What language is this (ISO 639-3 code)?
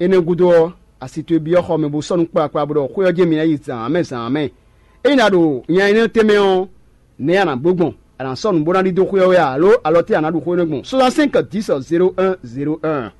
fon